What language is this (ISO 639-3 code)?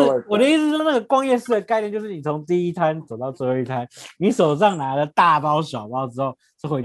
zho